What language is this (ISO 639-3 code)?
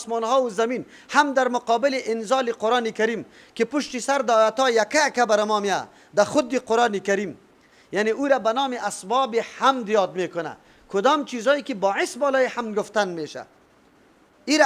fas